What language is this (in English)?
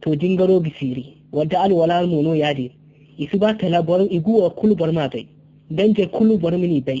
Zarma